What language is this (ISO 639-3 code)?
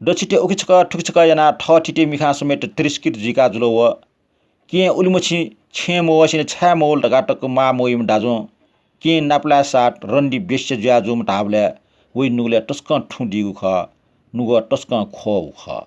new